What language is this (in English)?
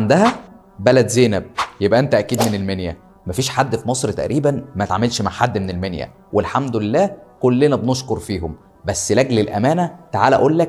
Egyptian Arabic